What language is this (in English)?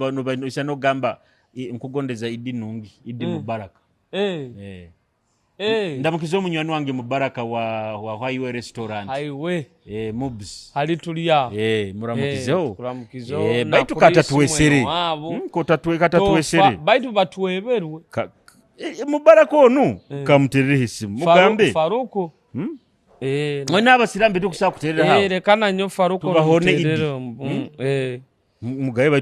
Nyoro